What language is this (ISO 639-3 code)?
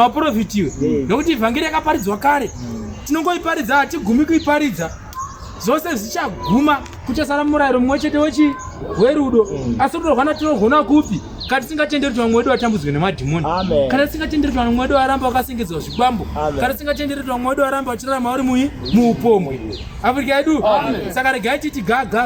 sna